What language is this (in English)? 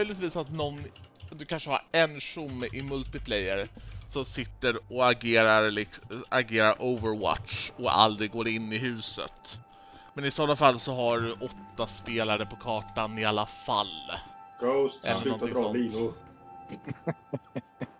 Swedish